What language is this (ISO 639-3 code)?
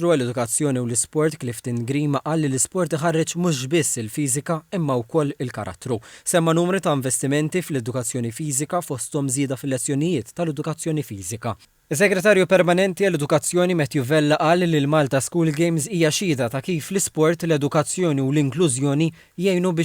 mlt